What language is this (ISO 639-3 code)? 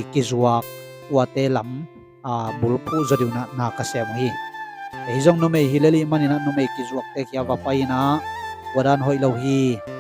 ctd